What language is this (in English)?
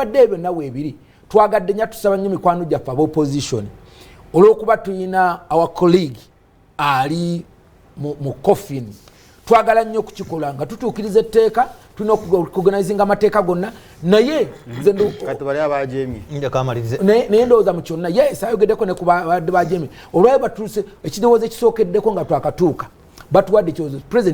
Ganda